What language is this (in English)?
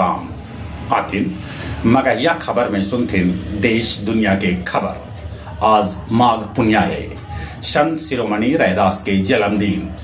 Magahi